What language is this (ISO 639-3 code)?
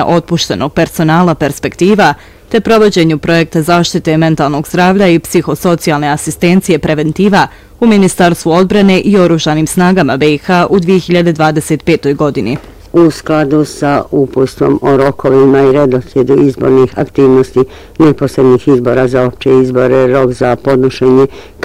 bos